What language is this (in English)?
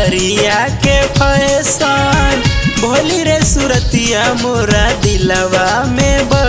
Bhojpuri